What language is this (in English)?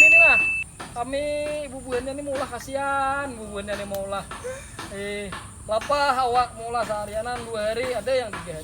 Banjar